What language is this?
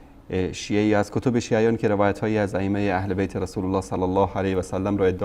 Persian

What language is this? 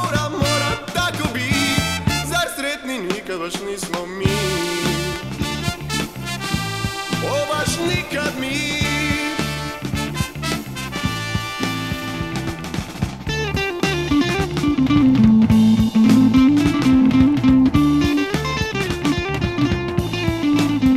Croatian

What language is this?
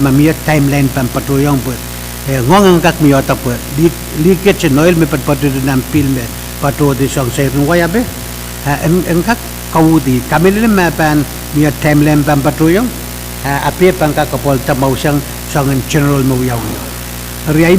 Pohnpeian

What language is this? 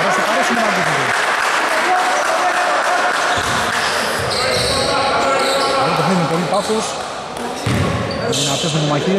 Greek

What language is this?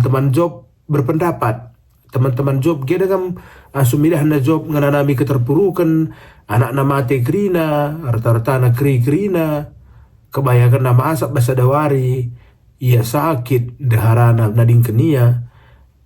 Batak Karo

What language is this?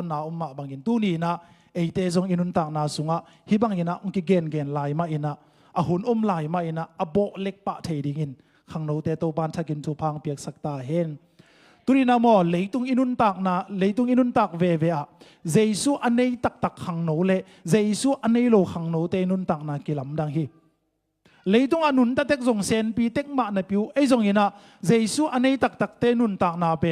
Tedim Chin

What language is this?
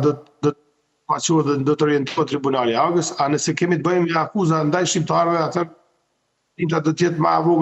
Albanian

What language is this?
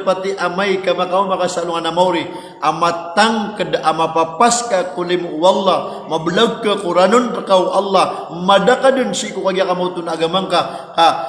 Maranao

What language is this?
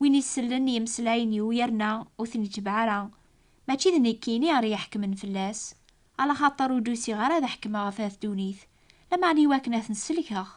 Kabyle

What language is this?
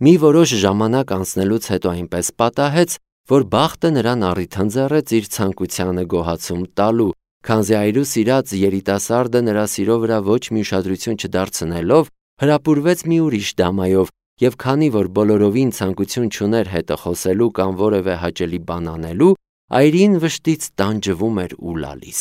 Armenian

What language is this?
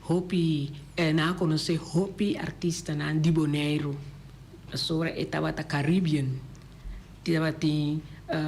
Papiamento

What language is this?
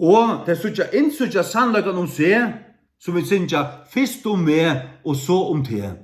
Faroese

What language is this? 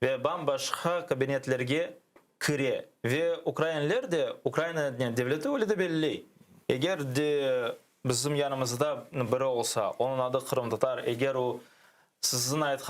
Crimean Tatar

